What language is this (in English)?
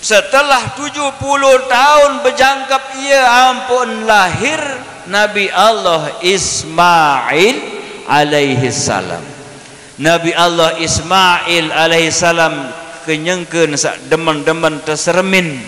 Sasak